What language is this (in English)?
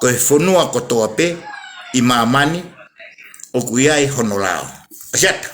Tongan